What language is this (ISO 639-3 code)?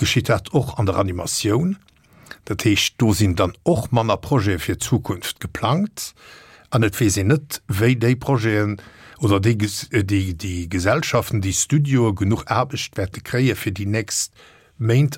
ltz